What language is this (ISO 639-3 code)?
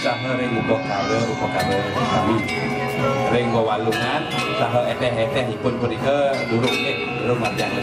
ban